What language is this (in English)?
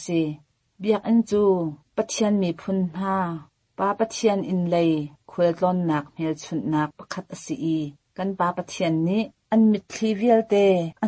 Hakha Chin